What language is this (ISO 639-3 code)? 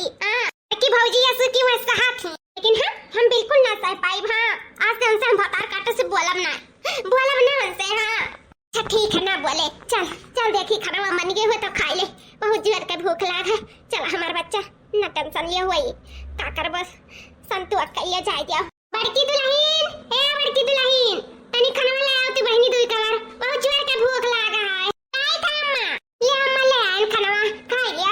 awa